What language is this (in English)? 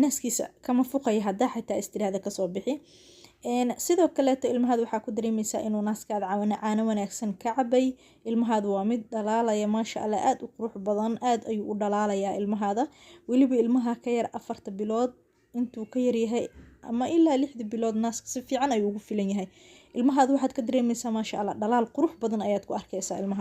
Somali